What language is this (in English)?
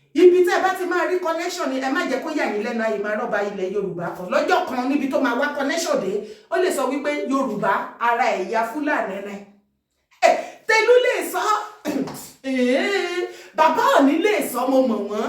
Yoruba